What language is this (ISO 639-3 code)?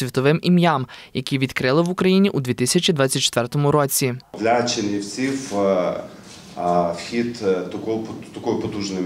ukr